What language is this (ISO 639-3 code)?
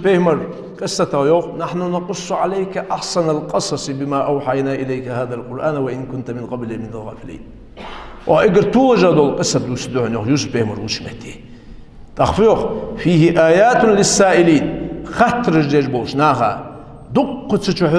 inh